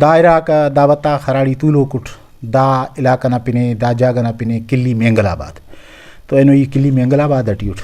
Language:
Brahui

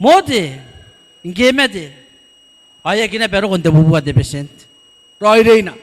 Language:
Gilbertese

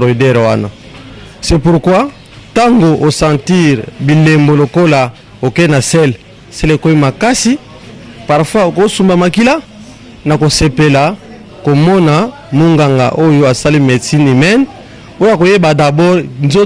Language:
Lingala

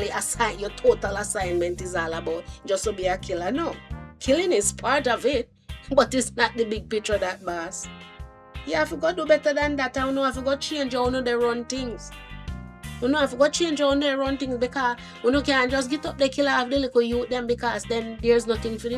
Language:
Jamaican Creole English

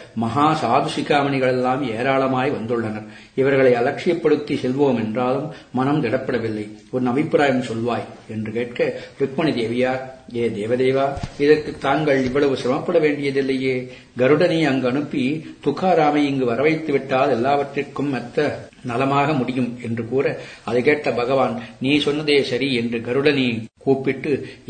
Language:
Tamil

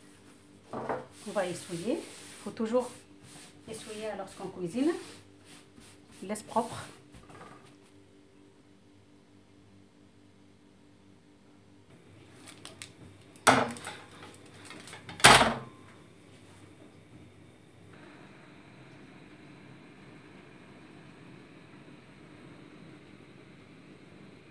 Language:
French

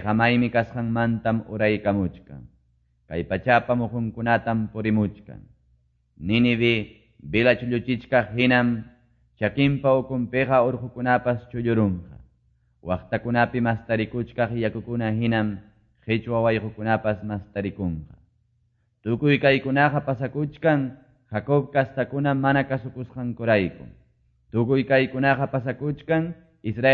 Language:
Quechua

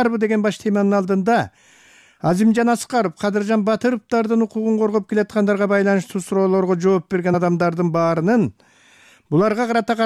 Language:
Kyrgyz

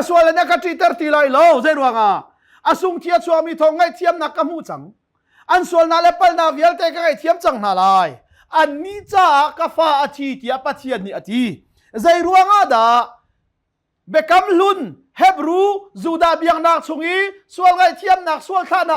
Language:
Hakha Chin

